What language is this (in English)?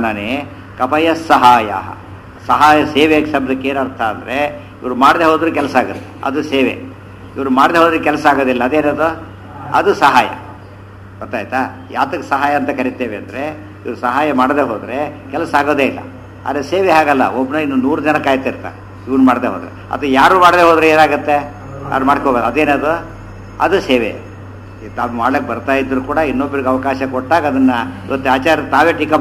Kannada